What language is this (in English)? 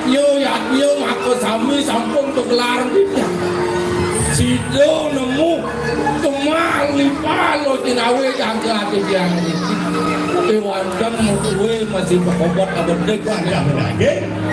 Balinese